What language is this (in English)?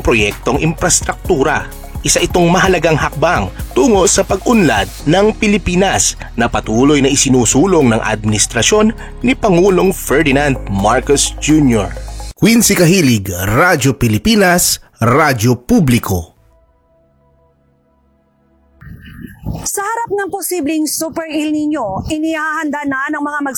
Filipino